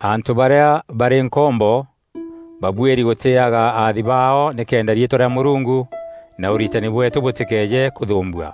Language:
Meru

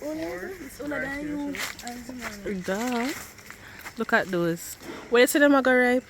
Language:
Jamaican Creole English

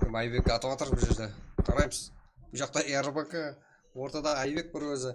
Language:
Kara-Kalpak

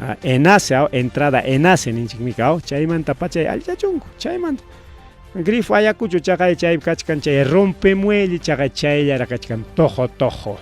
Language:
Ayacucho Quechua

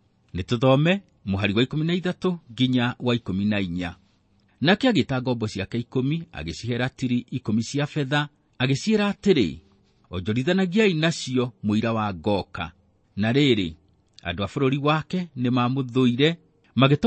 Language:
Kikuyu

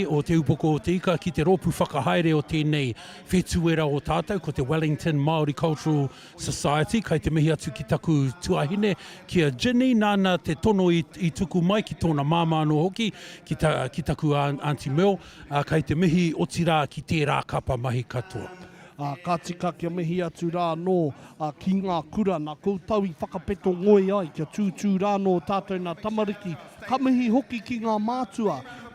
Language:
Māori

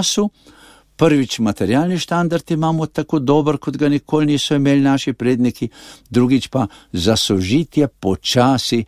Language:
Slovenian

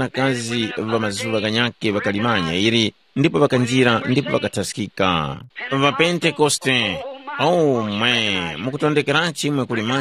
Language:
Tumbuka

